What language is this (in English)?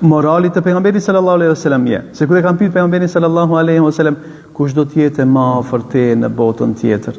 Albanian